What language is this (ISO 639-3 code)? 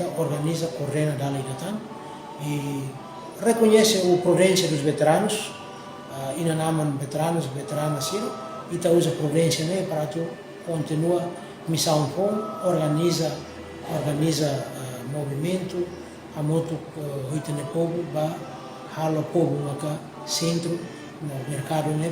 tet